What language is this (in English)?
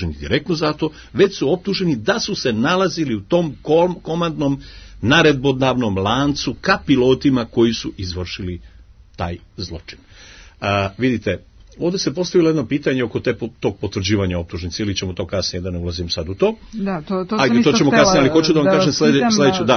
Serbian